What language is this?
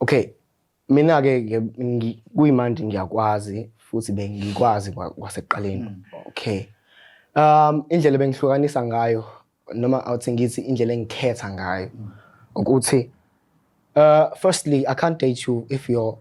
Zulu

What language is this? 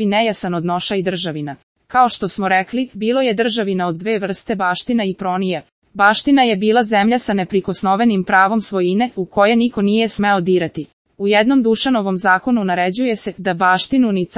Serbian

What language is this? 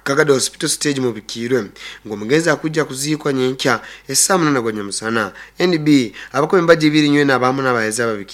Nyoro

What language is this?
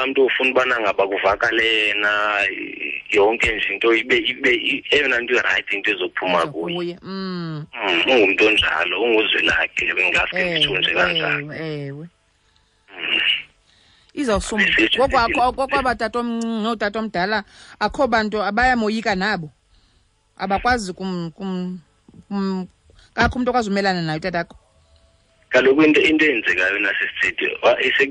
Xhosa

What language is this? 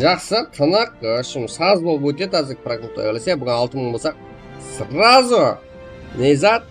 Kara-Kalpak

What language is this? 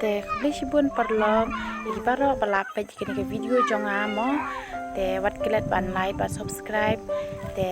Khasi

